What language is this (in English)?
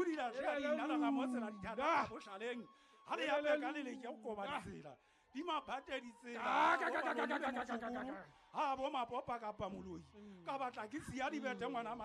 Southern Sotho